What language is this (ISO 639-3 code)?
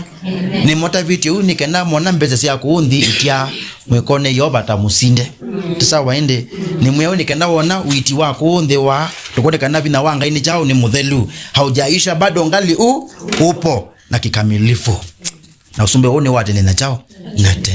kam